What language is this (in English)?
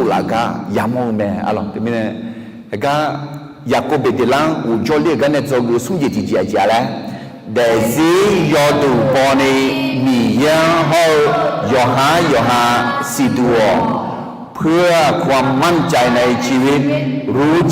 Akha